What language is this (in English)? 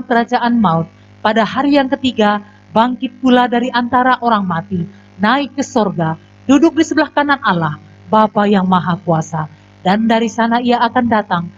Indonesian